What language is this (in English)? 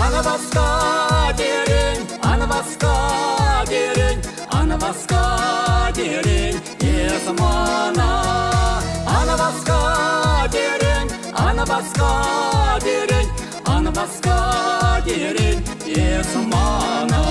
Chuvash